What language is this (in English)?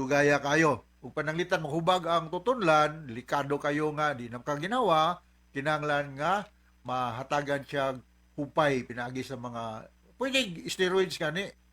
Cebuano